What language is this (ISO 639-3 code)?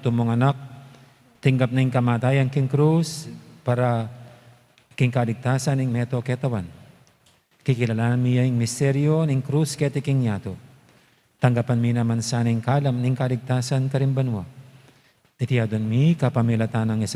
pam